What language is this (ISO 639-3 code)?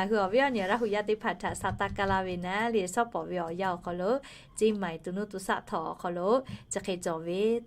lhu